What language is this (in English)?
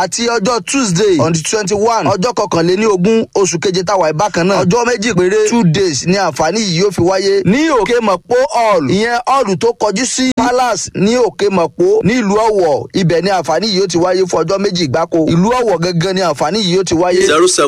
Yoruba